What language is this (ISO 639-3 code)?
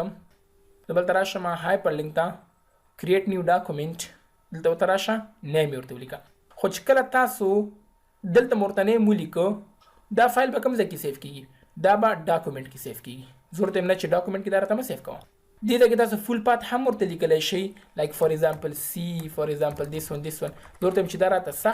pus